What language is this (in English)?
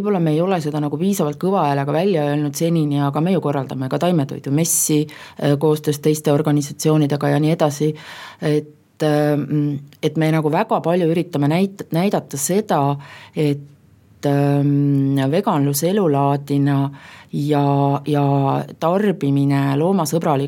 Estonian